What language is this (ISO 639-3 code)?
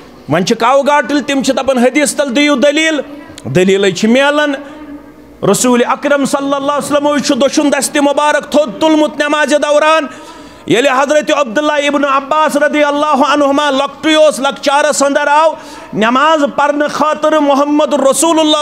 kas